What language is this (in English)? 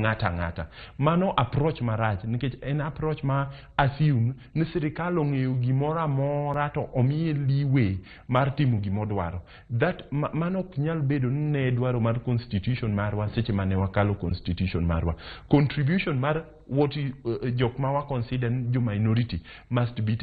Luo (Kenya and Tanzania)